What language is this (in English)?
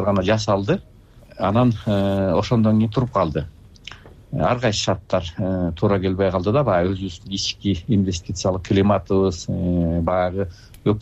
Kyrgyz